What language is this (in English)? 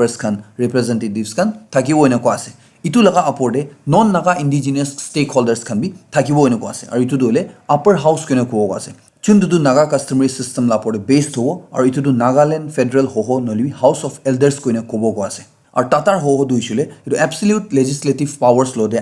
Naga Pidgin